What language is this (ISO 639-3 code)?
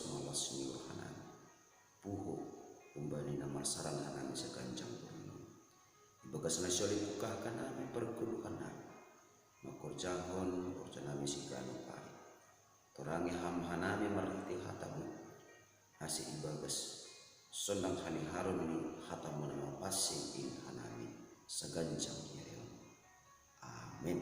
bts